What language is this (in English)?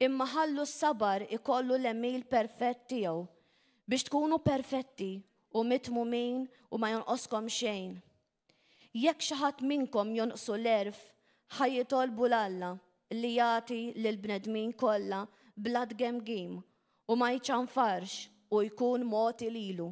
Maltese